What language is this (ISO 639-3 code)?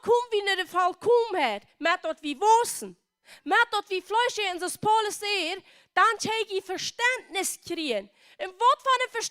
pdt